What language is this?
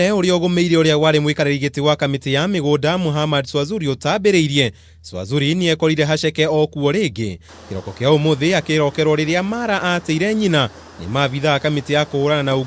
Kikuyu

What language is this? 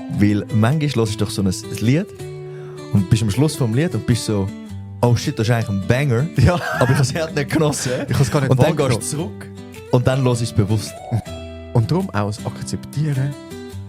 Swiss German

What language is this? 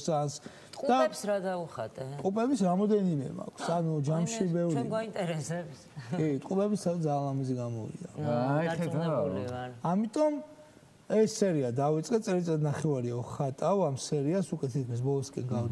Georgian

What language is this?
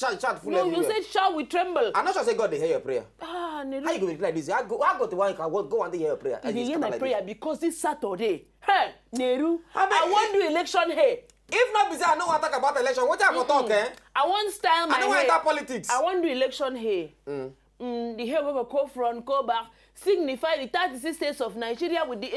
Nigerian Pidgin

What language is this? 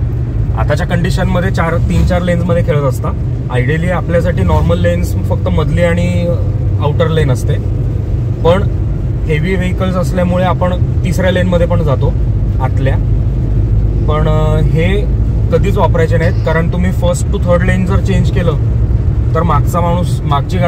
Marathi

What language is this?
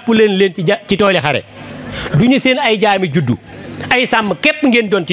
Wolof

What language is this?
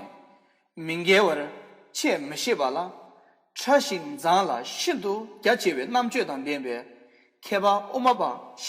Tibetan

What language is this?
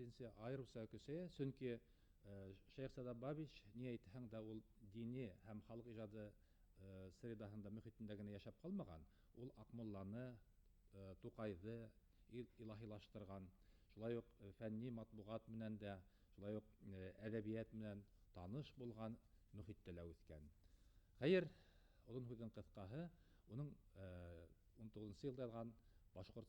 Bashkir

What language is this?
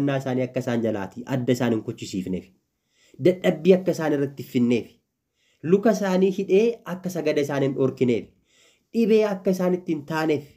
Oromo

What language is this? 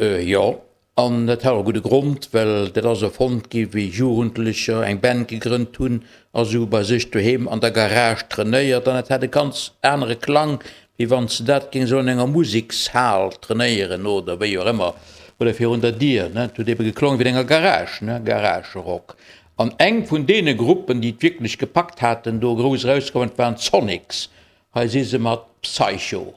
Luxembourgish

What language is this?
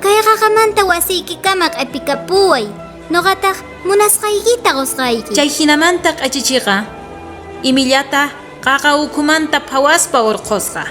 South Bolivian Quechua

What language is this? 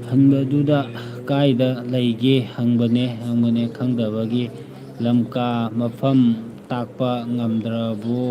Manipuri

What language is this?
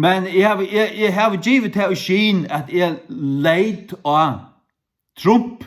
Faroese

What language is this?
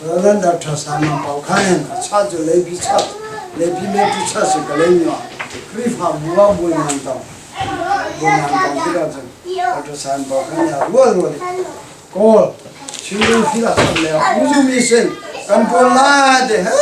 Hakha Chin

